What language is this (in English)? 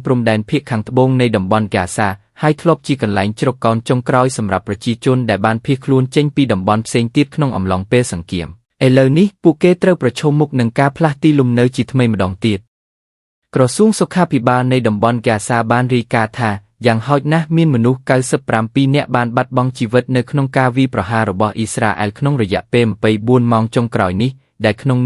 Khmer